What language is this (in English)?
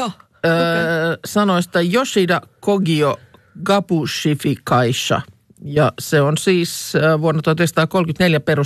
Finnish